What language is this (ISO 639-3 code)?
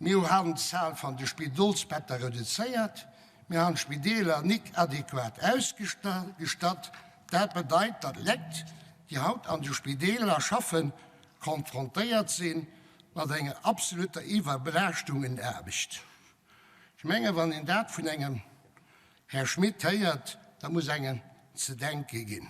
ltz